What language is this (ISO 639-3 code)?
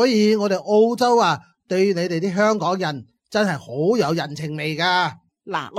yue